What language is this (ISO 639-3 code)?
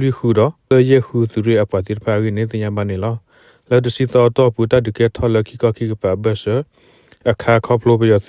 ksw